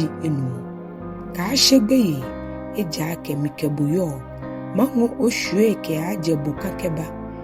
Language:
Ga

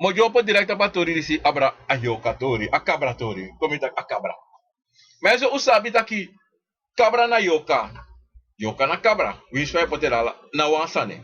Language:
Sranan Tongo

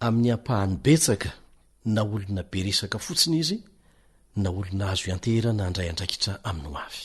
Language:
Malagasy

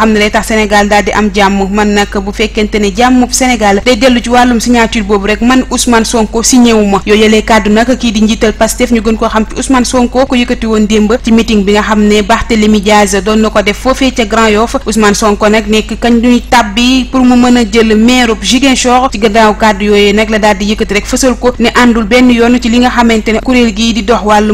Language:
Wolof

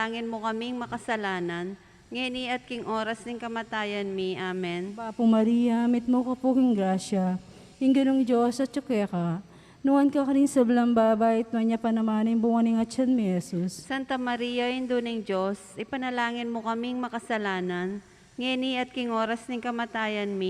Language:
Pampanga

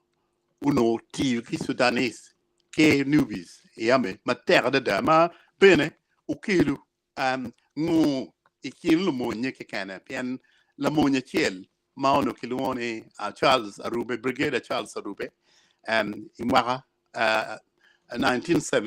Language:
Acoli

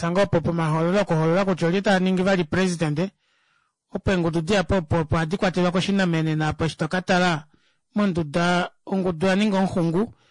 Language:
Kuanyama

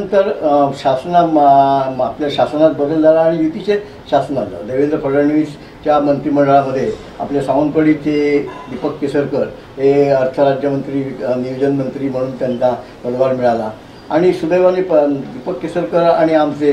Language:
Marathi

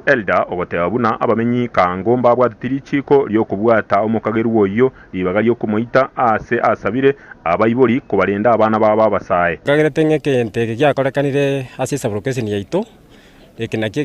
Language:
Gusii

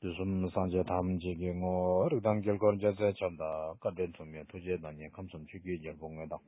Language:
Tibetan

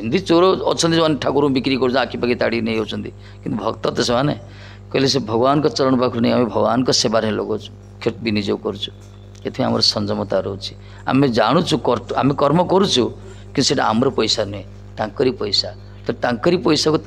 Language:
Odia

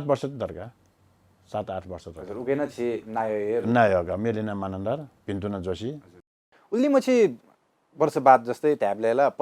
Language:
Newari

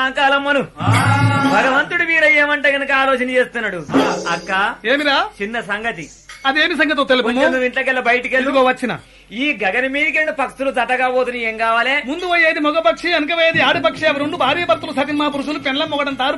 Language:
Telugu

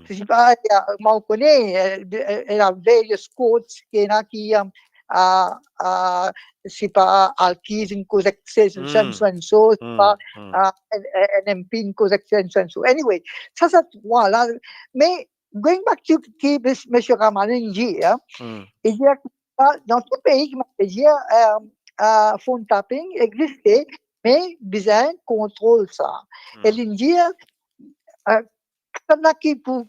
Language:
Morisyen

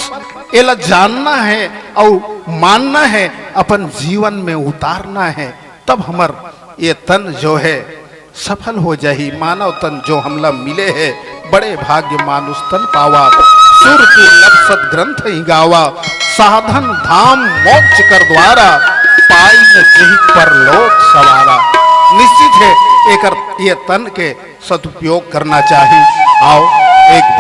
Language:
Chhattisgarhi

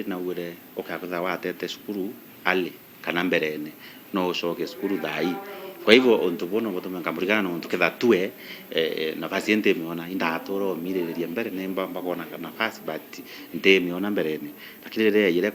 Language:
Meru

